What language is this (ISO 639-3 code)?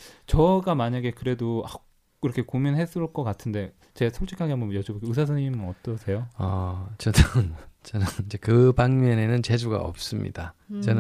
kor